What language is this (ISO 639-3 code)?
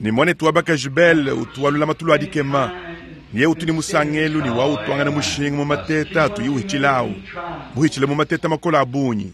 lua